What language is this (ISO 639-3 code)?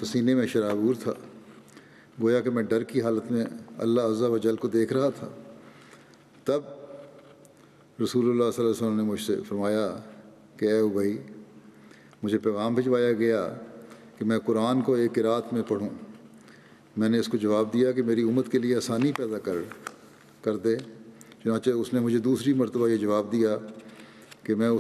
urd